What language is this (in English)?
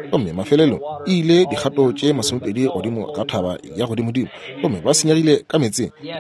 Northern Sotho